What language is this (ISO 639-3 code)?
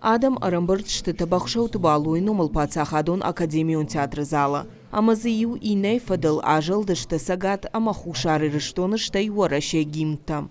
oss